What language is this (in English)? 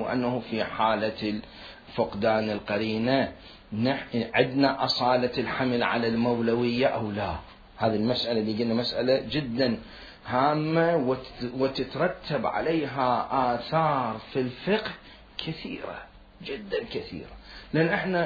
Mesopotamian Arabic